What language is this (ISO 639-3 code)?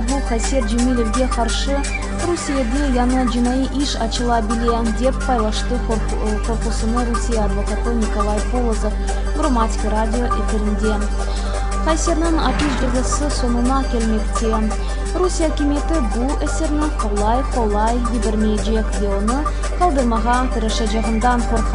crh